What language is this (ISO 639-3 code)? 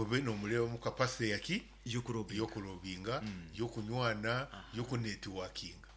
nyo